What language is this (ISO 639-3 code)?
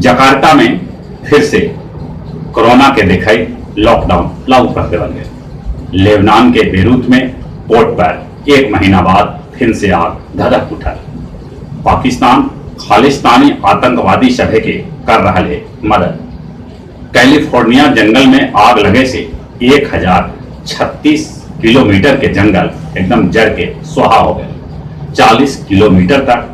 mag